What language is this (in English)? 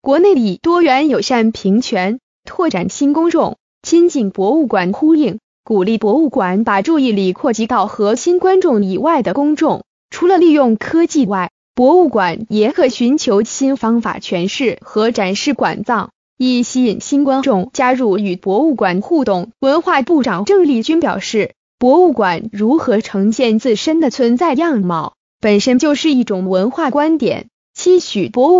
Chinese